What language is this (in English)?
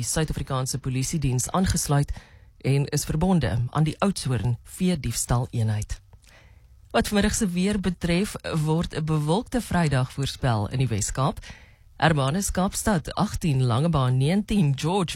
Afrikaans